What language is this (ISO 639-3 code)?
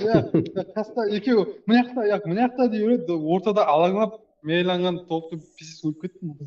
kaa